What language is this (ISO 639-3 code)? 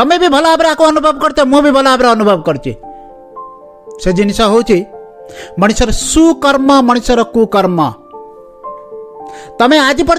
ori